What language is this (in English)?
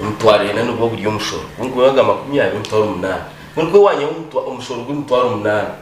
Nyankole